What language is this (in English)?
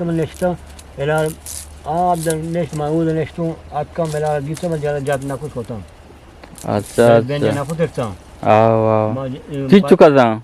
Eastern Balochi